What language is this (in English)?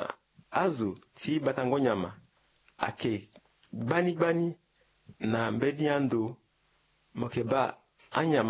Sango